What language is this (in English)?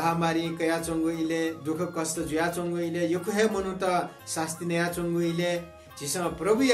Newari